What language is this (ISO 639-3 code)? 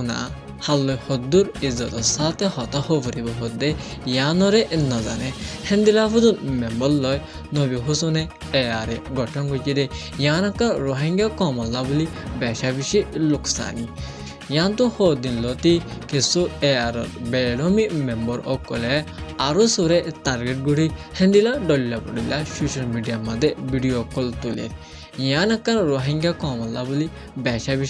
rhg